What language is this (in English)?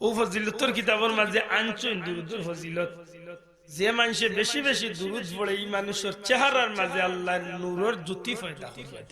Sylheti